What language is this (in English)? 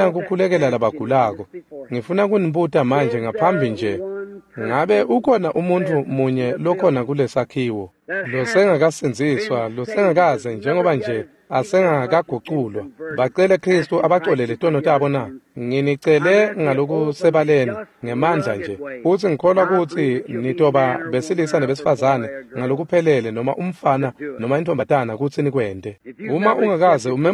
Swati